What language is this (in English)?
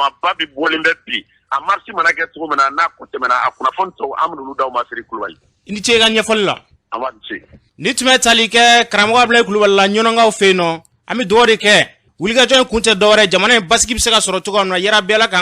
Bambara